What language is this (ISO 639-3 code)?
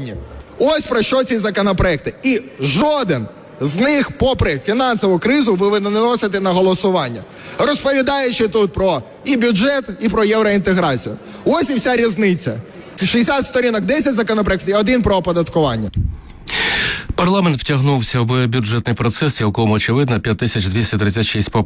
ukr